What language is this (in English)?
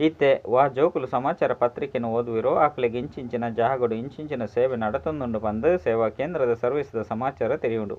Tulu